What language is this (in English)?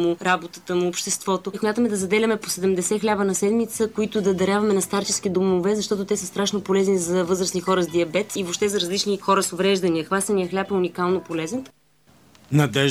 Bulgarian